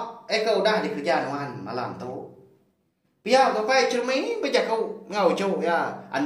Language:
Iban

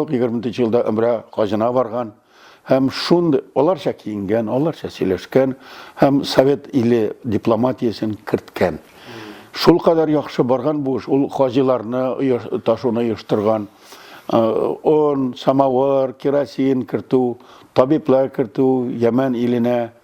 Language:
Tatar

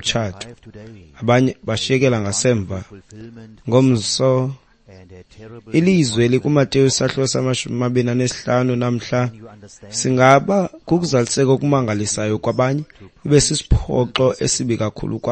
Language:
Xhosa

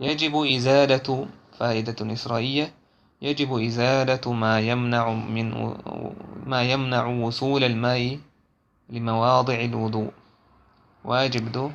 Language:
Chechen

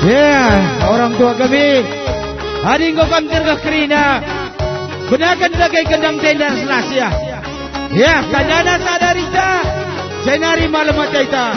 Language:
Batak Karo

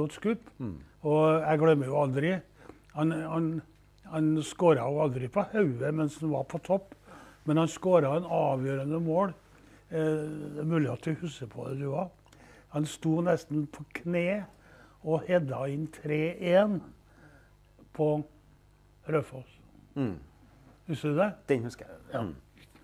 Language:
Norwegian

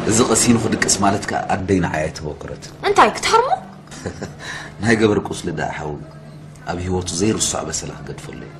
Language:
Tigrinya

